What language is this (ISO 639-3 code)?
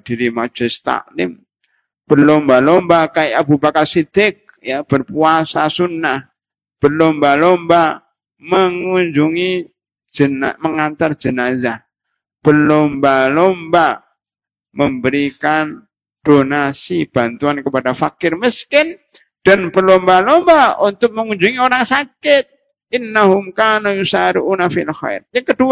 ind